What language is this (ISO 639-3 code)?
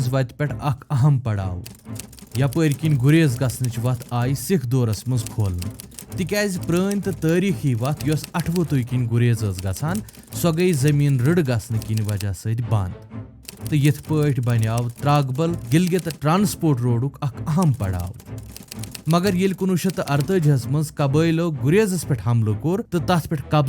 kas